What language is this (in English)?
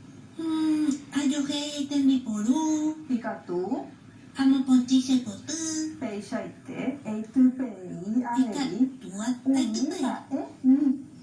Guarani